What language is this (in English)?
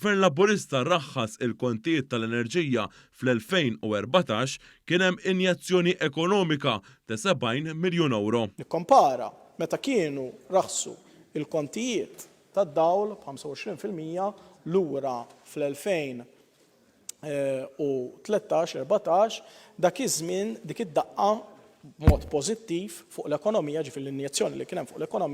Maltese